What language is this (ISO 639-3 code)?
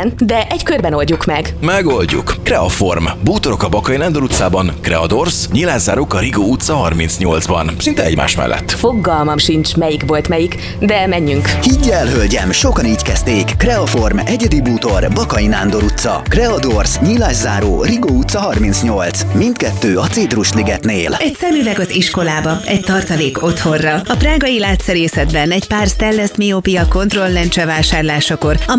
hun